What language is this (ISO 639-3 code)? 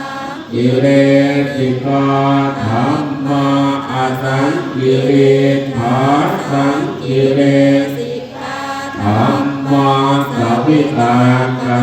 pli